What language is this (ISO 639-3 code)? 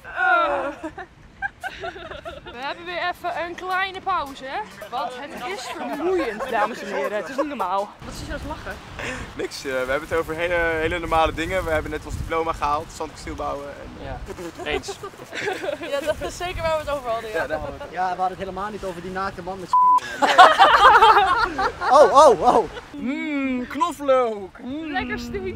nld